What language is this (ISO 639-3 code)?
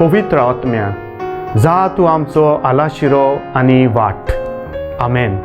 kok